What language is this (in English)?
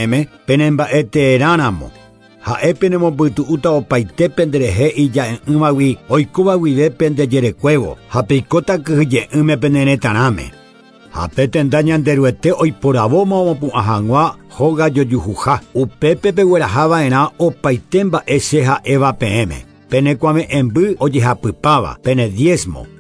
Guarani